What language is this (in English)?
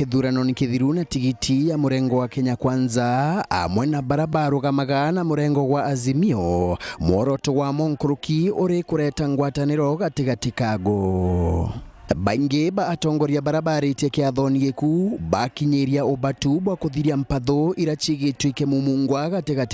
Meru